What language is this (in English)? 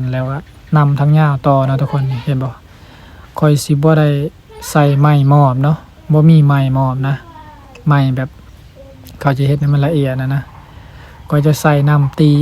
Lao